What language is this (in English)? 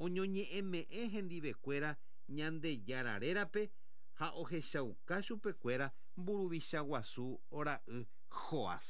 Guarani